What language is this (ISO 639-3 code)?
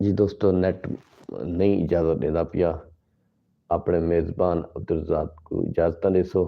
skr